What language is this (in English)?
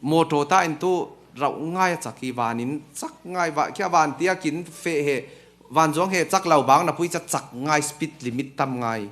Falam Chin